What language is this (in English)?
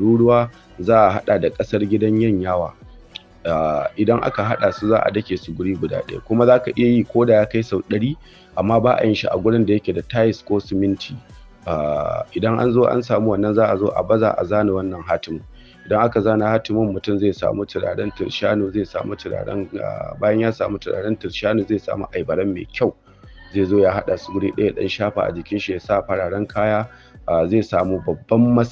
Hausa